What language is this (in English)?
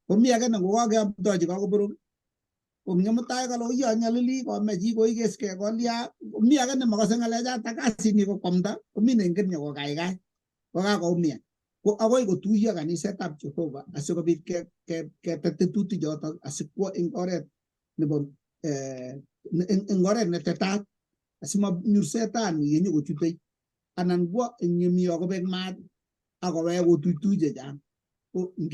Kalenjin